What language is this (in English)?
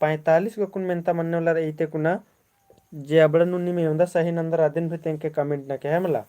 Kurukh